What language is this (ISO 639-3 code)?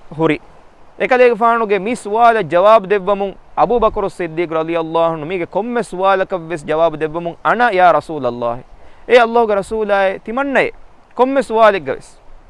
div